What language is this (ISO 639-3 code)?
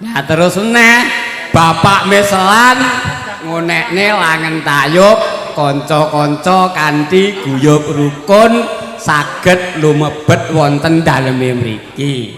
jav